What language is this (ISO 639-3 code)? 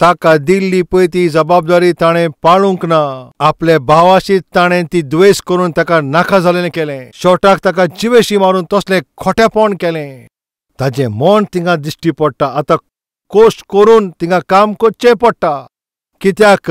kok